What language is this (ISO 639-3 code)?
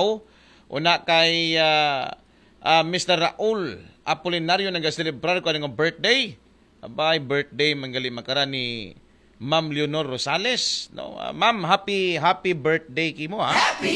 akl